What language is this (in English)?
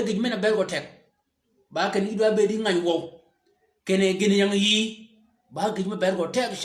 Shilluk